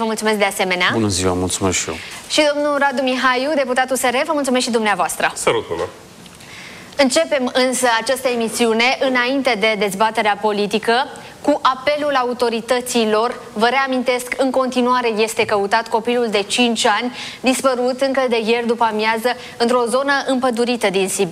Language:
Romanian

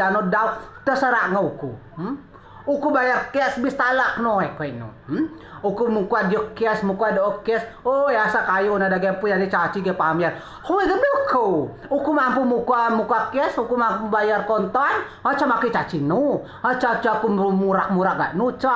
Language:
Rejang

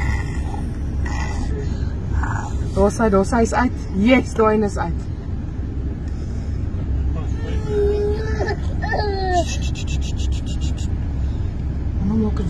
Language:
Afrikaans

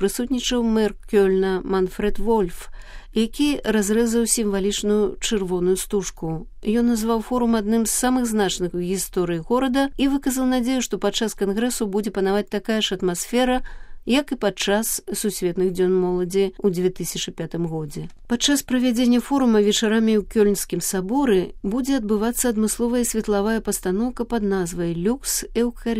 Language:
Belarusian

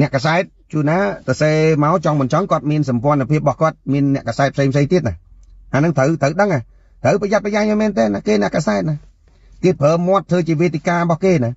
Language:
Khmer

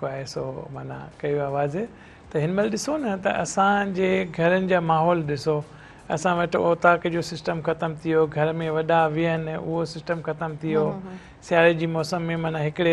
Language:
Sindhi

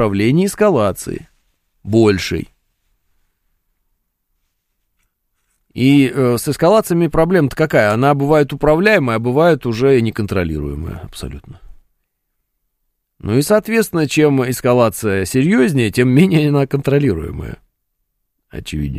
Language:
Russian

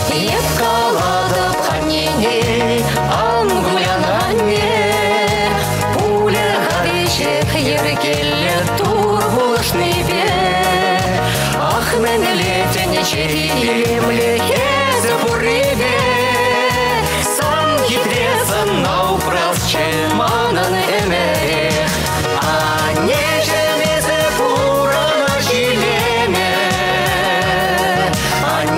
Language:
Chuvash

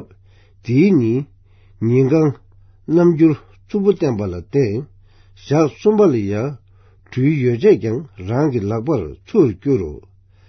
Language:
Tibetan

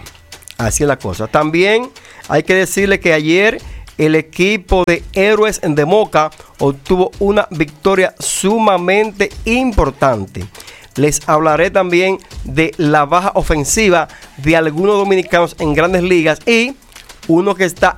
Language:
Spanish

